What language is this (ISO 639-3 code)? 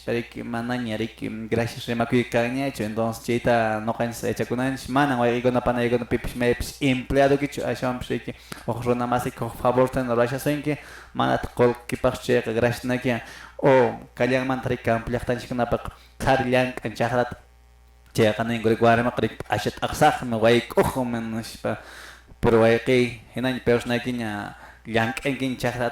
que